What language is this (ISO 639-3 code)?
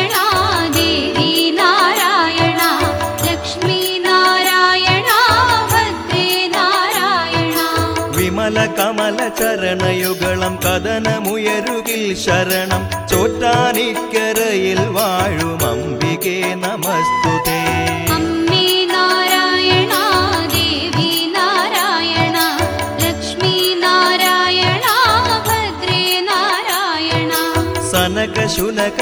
mal